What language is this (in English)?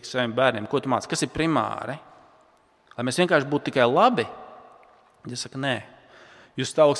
Latvian